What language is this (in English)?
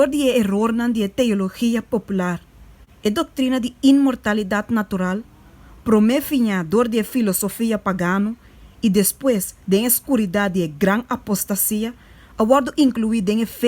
Papiamento